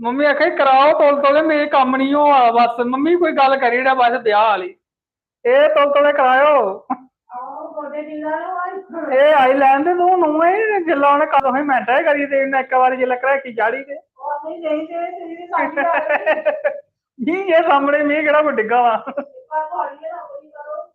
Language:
Dogri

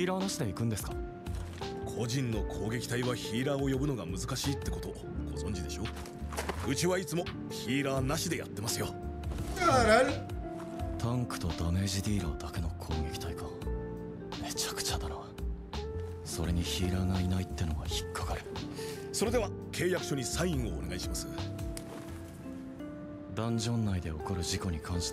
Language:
Japanese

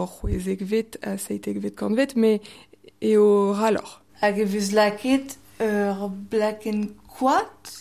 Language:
Breton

